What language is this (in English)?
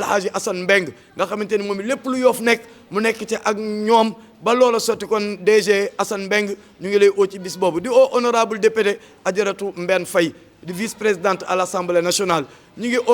Wolof